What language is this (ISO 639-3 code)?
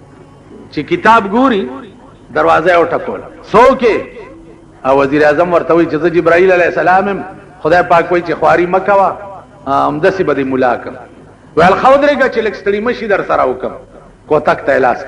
pus